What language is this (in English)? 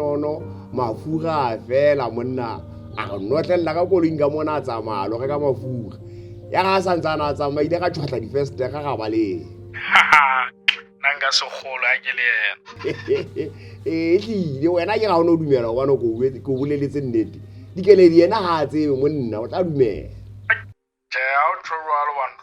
Southern Sotho